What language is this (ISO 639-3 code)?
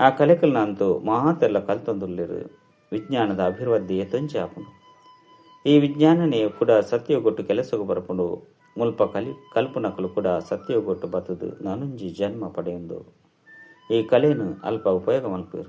tcy